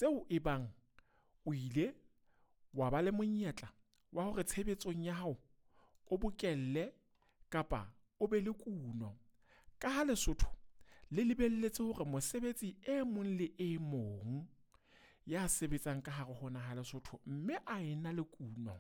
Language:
Southern Sotho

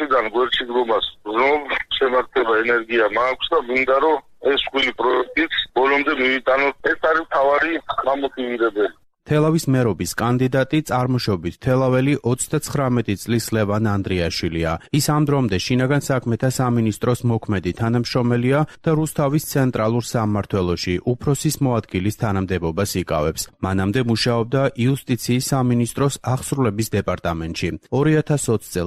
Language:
Georgian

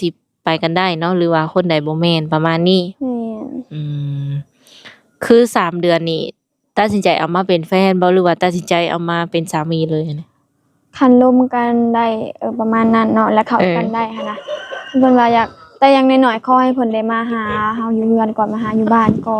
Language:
Lao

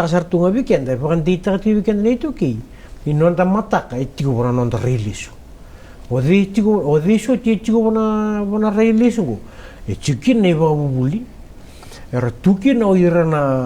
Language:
Fijian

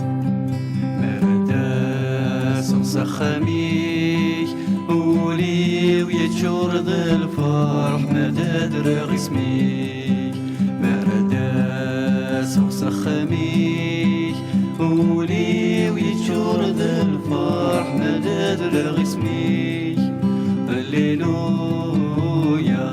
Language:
Kabyle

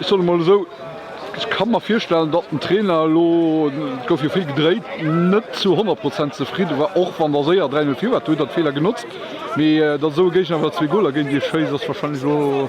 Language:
Luxembourgish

